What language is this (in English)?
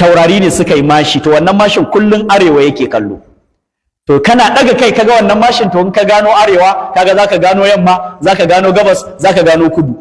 Hausa